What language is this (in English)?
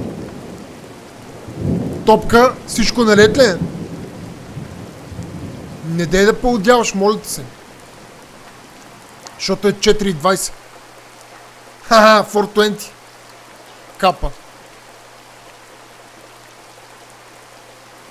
Bulgarian